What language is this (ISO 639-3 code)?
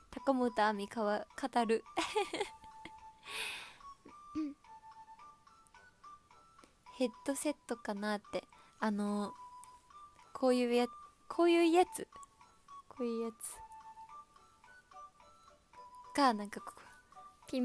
jpn